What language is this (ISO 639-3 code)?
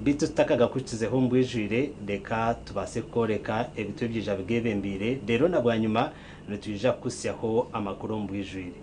nyn